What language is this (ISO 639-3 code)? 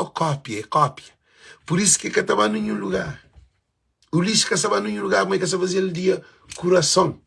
kea